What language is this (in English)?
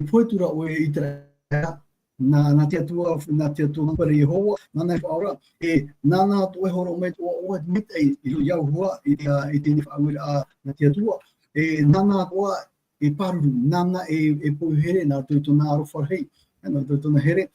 Tahitian